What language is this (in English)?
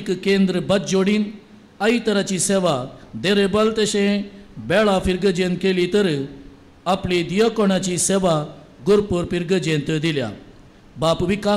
Konkani